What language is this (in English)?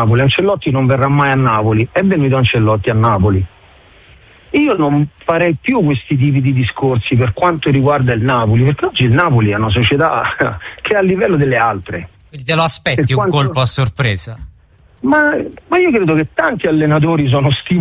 Italian